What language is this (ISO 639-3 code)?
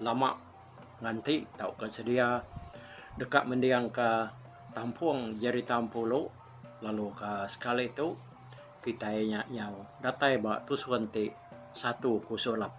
iba